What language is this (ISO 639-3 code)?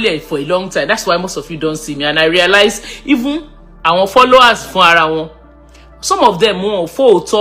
yor